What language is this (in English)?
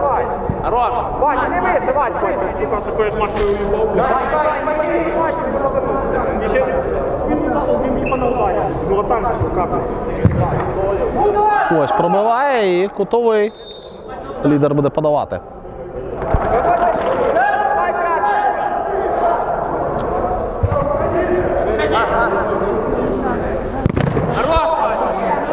Ukrainian